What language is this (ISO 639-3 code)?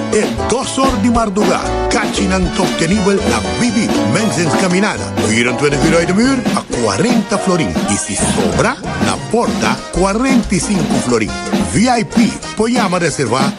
pap